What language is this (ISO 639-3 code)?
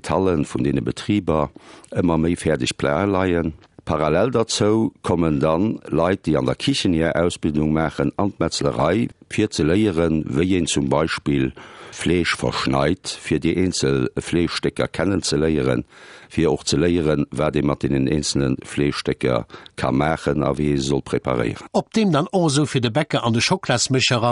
ltz